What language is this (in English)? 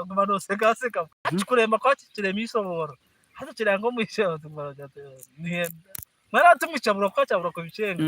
Nyankole